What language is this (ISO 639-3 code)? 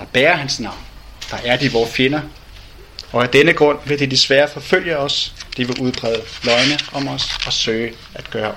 dan